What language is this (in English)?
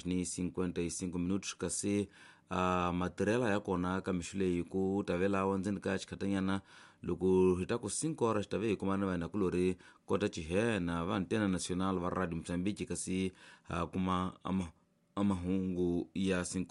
Tsonga